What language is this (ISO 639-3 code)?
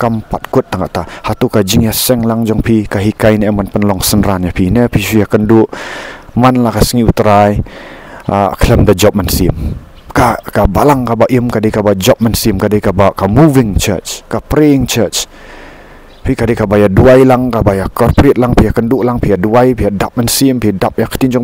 kha